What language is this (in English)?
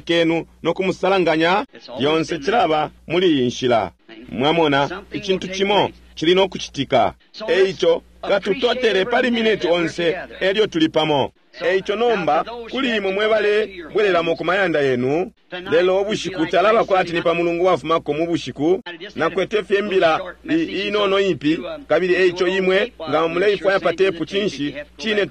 Bemba